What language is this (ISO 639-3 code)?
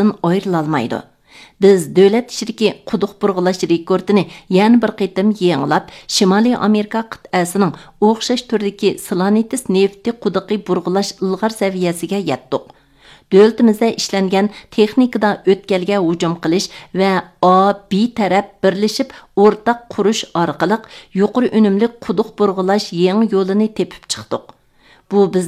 uig